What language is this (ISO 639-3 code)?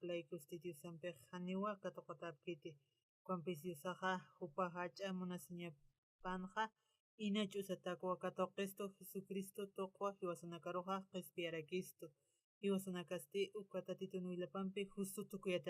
aym